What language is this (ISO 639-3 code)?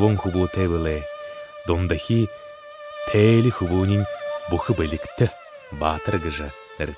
bua